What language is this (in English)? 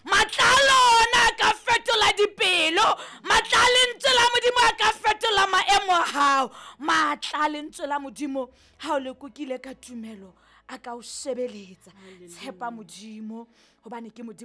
Southern Sotho